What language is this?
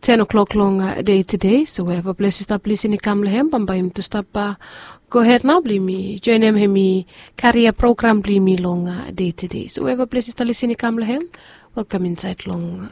Bislama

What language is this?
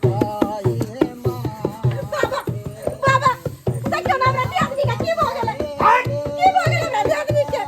Maithili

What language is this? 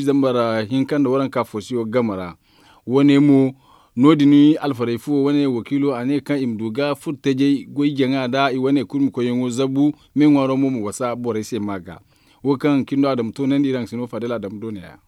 Zarma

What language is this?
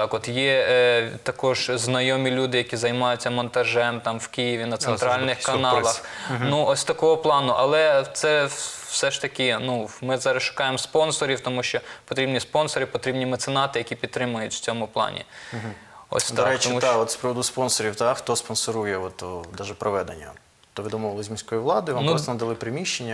Ukrainian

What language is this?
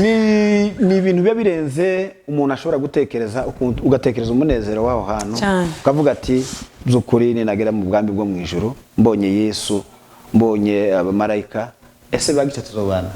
Rundi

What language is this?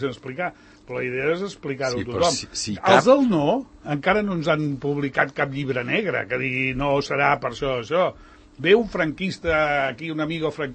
Catalan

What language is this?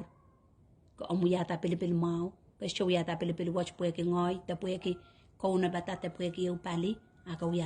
Pohnpeian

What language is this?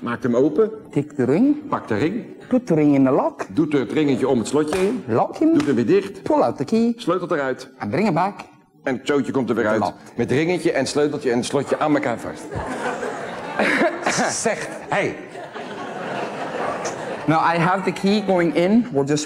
Dutch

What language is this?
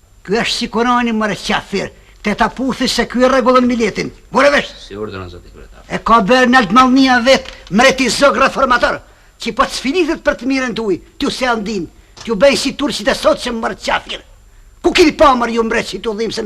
Albanian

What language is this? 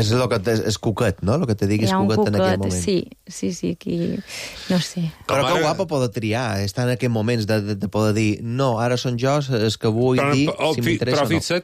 Catalan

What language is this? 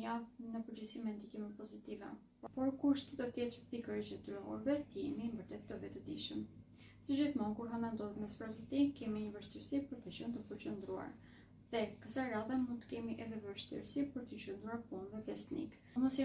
Albanian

